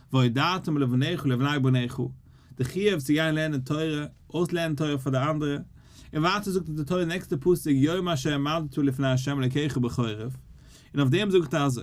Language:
Yiddish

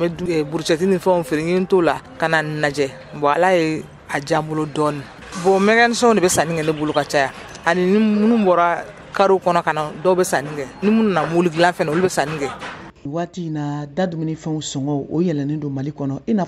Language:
Bambara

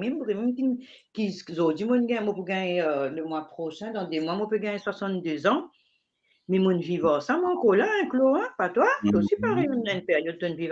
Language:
Morisyen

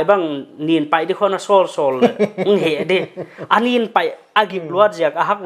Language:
Paite Chin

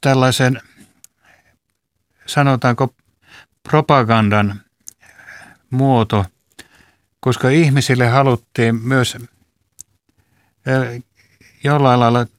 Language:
Finnish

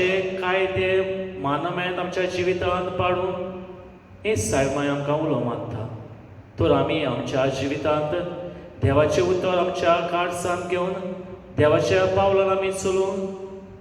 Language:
Konkani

